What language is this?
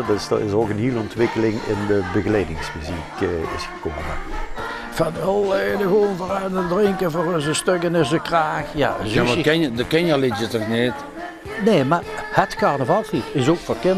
Limburgish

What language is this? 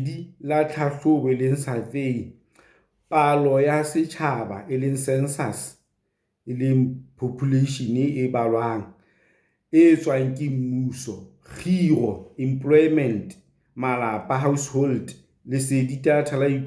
Southern Sotho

